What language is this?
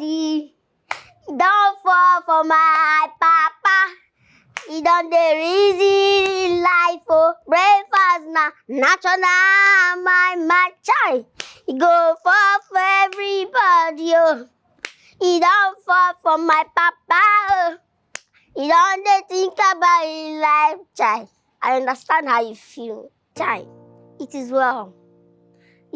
Nigerian Pidgin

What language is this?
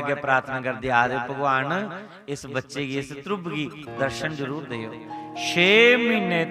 Dogri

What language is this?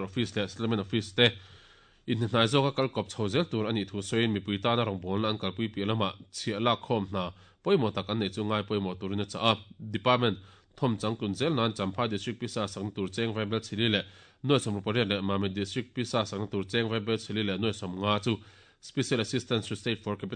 Mizo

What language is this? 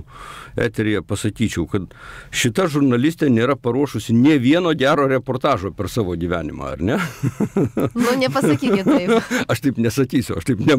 Lithuanian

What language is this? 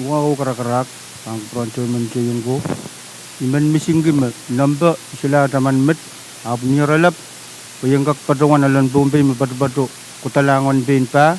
Pohnpeian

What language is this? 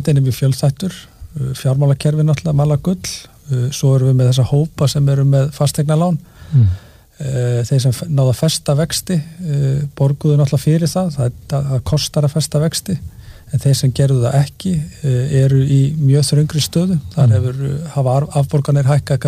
Icelandic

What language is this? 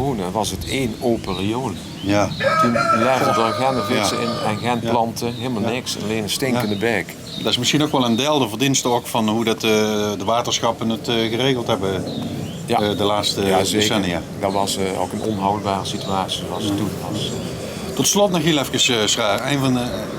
Limburgish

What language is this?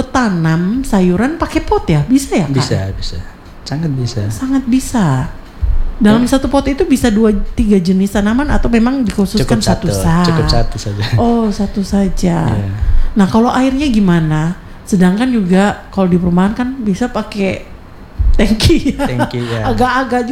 Indonesian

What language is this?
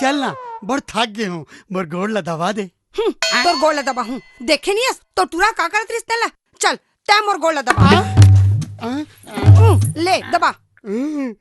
Chhattisgarhi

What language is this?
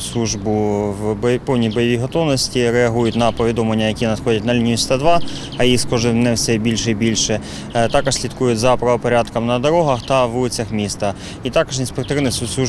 Ukrainian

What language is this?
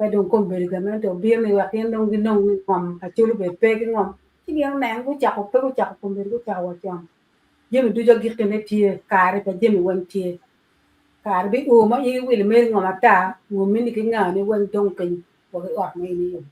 Acoli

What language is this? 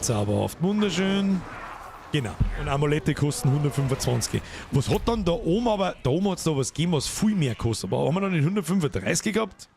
Bavarian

